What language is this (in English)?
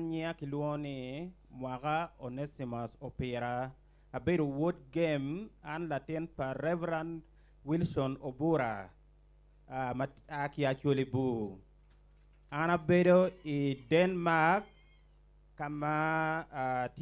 Acoli